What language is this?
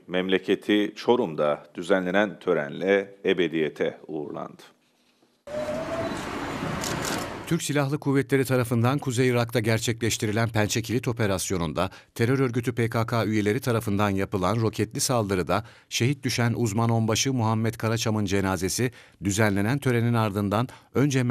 Turkish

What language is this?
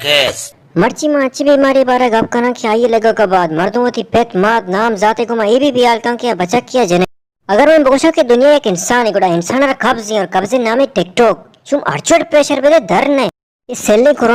Baluchi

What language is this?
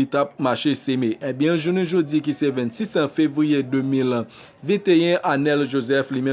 Haitian Creole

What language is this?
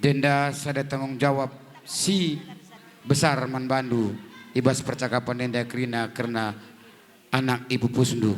Batak Karo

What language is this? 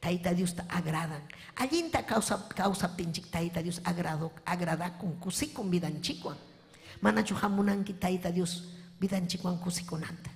Ayacucho Quechua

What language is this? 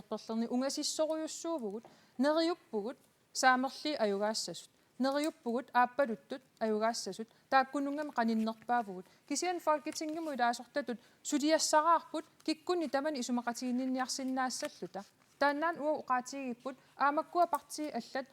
Kalaallisut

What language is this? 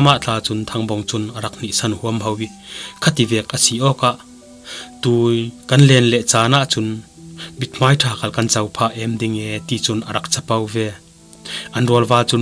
Falam Chin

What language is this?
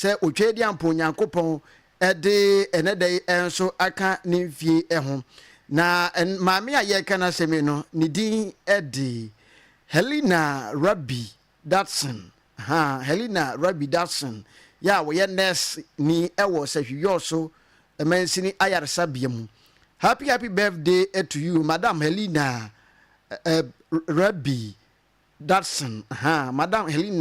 Akan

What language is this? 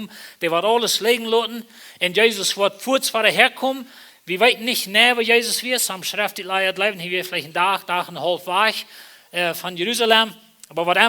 Plautdietsch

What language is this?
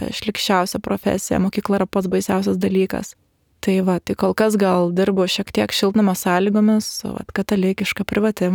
Lithuanian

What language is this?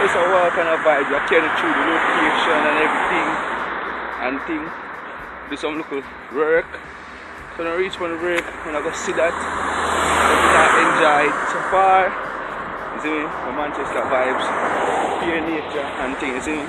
Jamaican Creole English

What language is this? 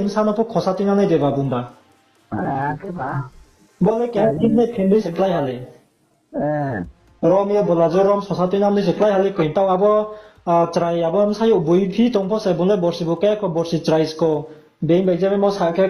Riang (India)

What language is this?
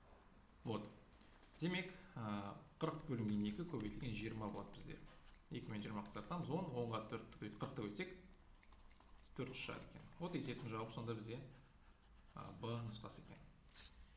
Kazakh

